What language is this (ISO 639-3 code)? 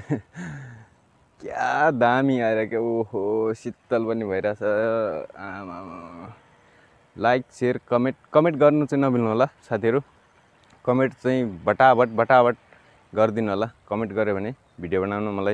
nep